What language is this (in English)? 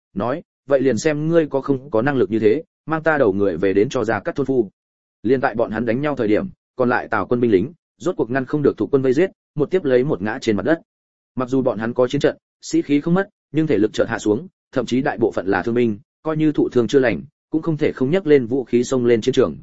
Vietnamese